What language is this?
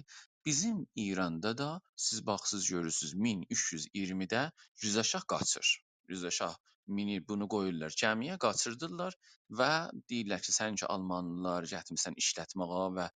South Azerbaijani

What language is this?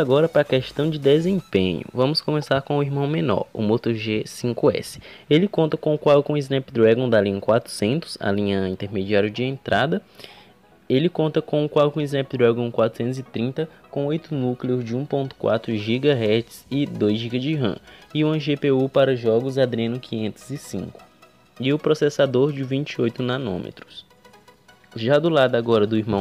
Portuguese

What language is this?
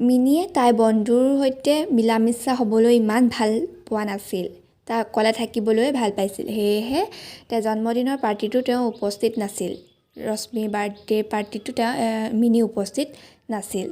Assamese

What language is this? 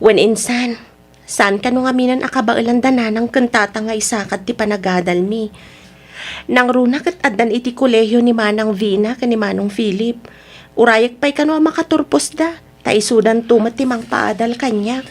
Iloko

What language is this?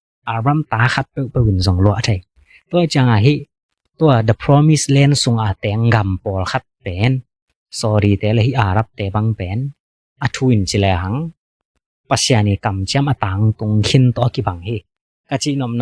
Tedim Chin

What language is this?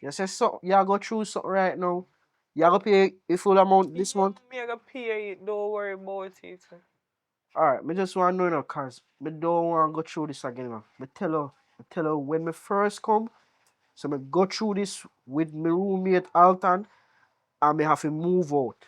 Jamaican Creole English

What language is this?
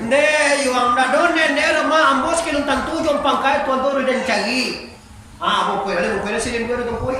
Minangkabau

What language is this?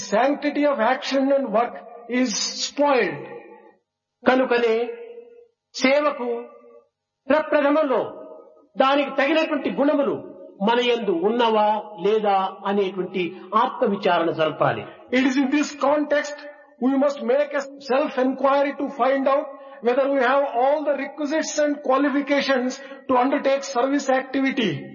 Telugu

